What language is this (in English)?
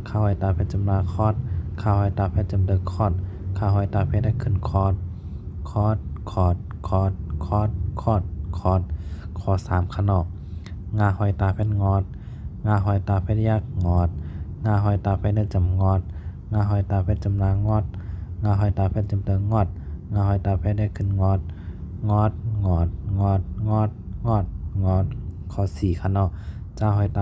Shan